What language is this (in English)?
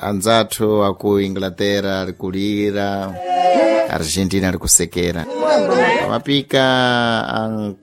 Sena